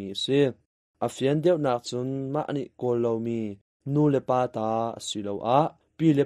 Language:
Hakha Chin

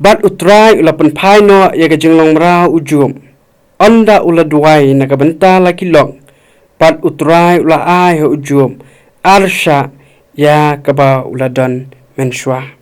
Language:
Khasi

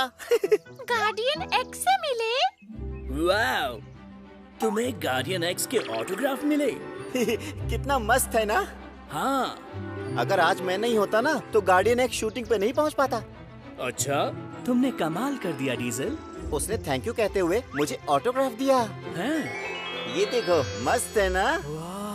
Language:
Hindi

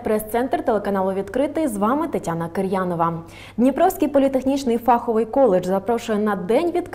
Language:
Ukrainian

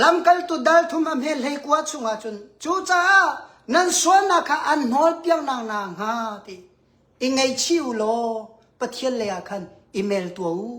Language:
Hakha Chin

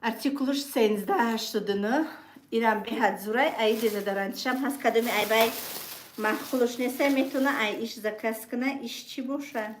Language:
Tajik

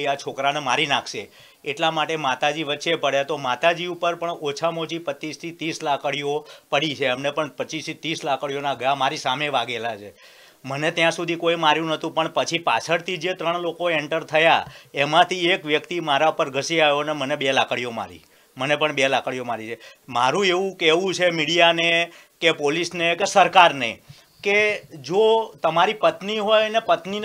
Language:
Gujarati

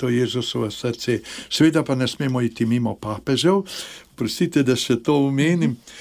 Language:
Slovenian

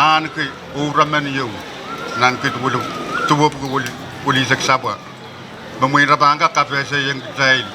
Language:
Pohnpeian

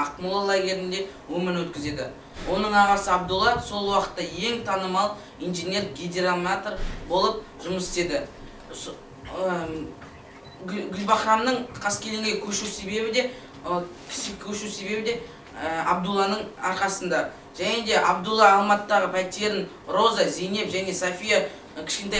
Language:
Kazakh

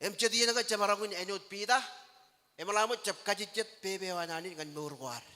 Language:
Marshallese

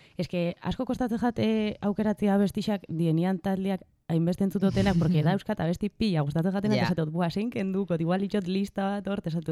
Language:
Basque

